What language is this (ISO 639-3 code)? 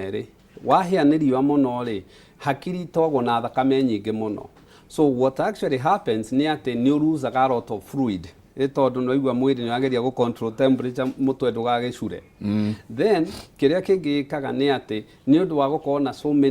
kik